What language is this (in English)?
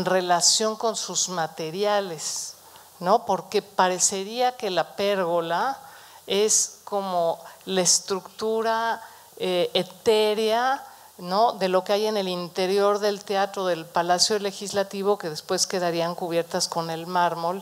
Spanish